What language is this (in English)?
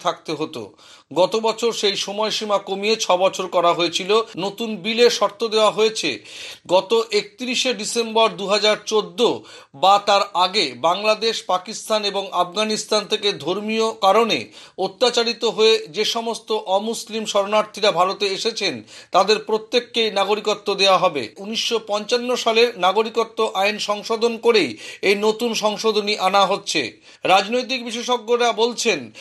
Bangla